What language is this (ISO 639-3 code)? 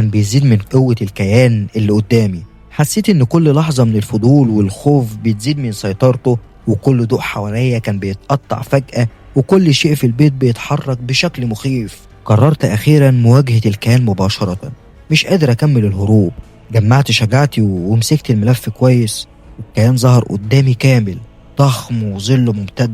arz